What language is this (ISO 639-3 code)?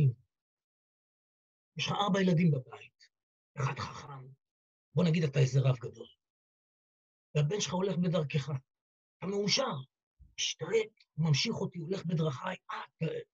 heb